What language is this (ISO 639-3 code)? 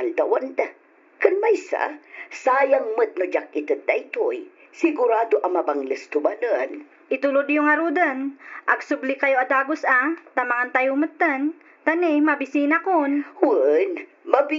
ilo